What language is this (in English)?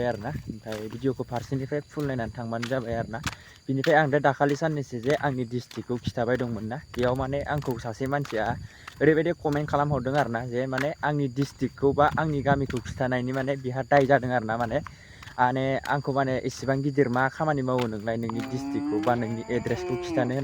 Bodo